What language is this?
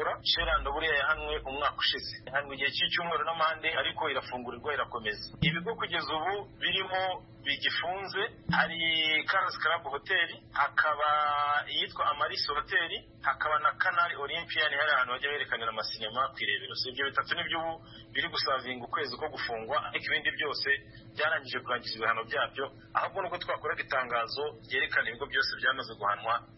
Kinyarwanda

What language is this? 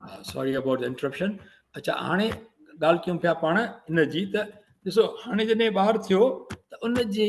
Sindhi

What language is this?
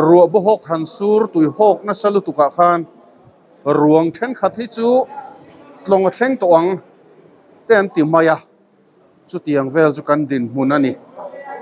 Mizo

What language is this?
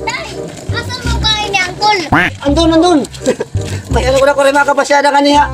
Waray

